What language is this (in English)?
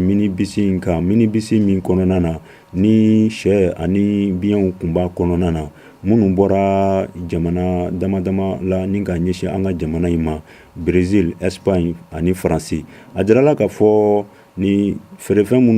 Bambara